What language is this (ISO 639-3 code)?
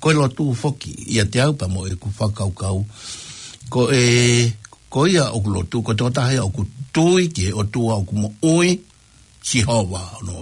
ton